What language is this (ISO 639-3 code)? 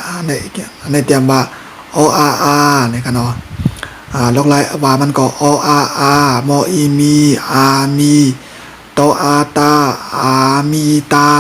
shn